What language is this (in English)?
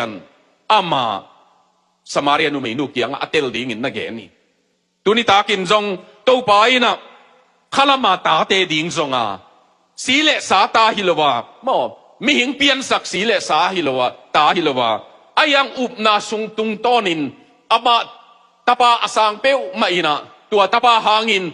Tedim Chin